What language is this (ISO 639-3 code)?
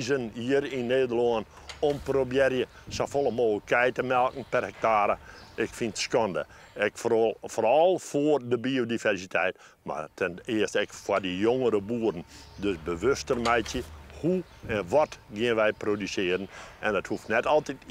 fry